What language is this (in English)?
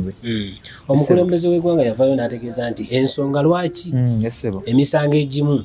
Ganda